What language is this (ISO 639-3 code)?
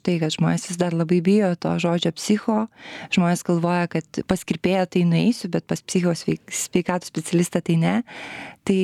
lit